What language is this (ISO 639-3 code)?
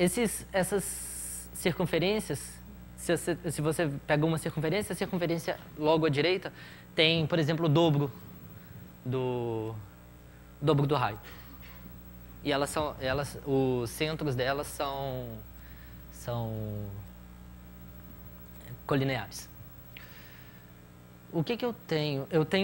por